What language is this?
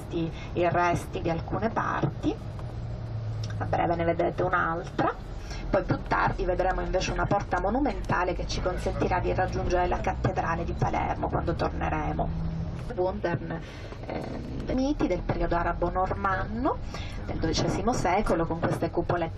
Italian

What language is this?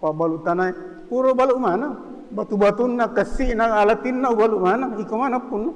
Buginese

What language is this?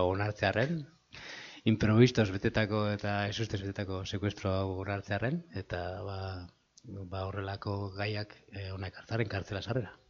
Basque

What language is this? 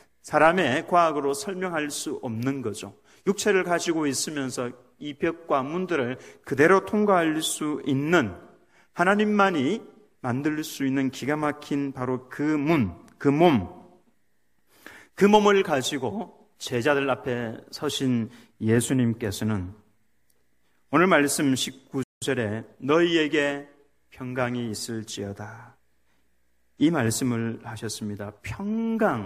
Korean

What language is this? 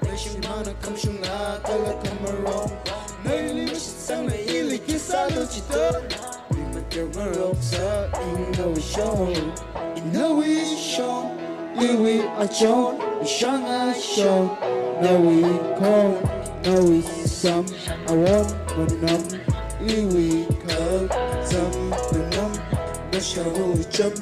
Tangkhul Naga (India)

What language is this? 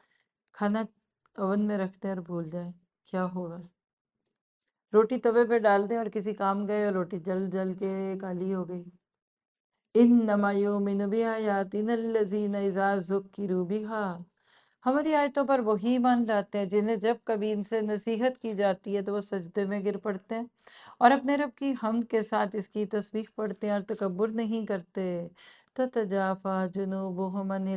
Urdu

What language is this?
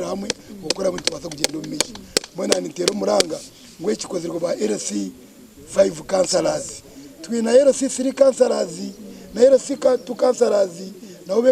Nyankole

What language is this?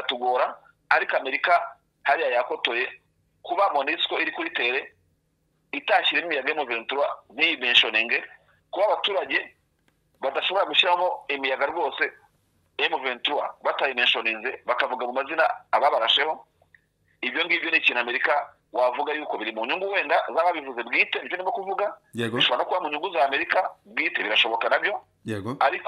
Kinyarwanda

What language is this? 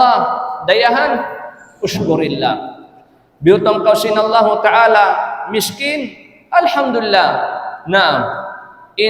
Tausug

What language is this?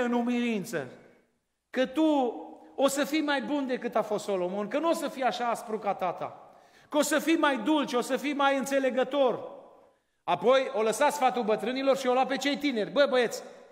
Romanian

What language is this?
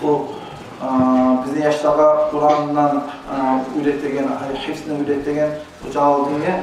Kumyk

